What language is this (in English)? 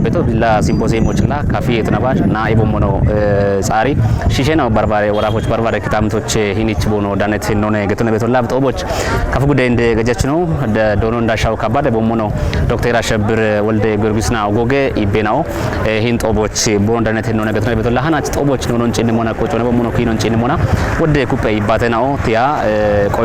Kafa